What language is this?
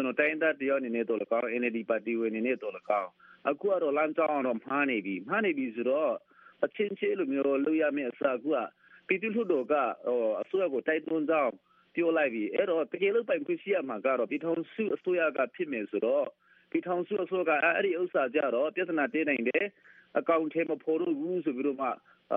Burmese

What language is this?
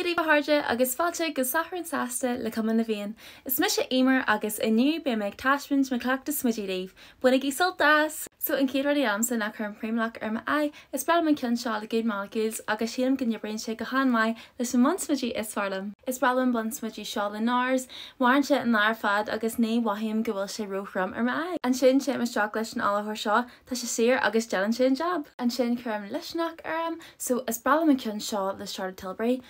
Irish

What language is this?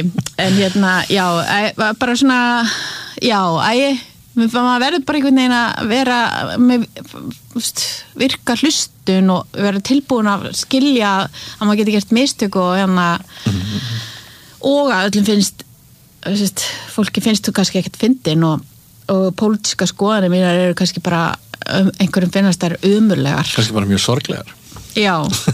Icelandic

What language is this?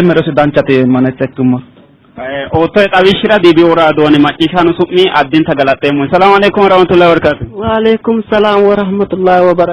Sidamo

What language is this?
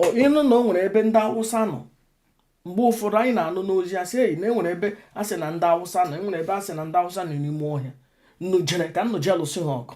Igbo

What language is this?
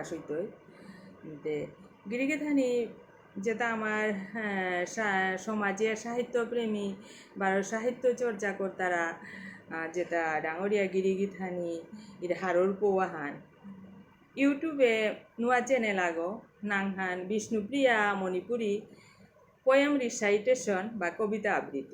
Bishnupriya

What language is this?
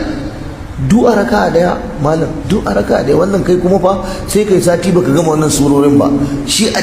Hausa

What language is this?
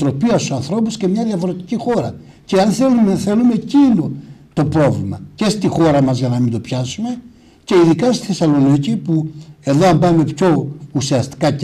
Greek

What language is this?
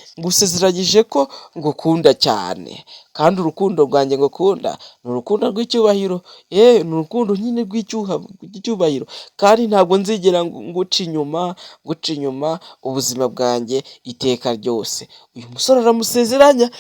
Kinyarwanda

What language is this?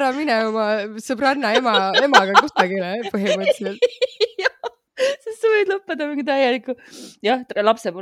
Estonian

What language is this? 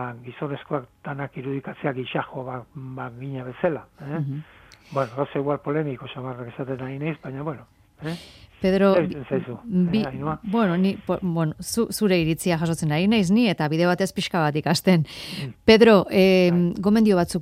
Basque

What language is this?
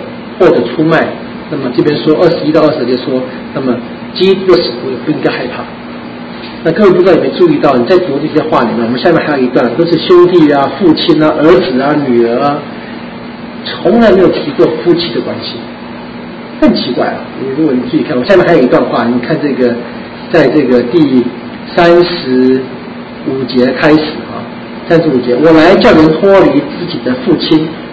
Chinese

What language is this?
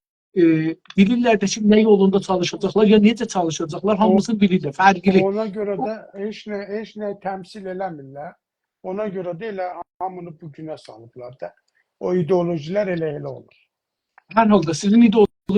South Azerbaijani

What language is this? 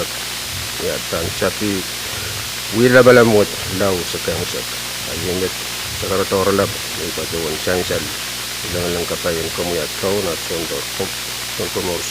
Pohnpeian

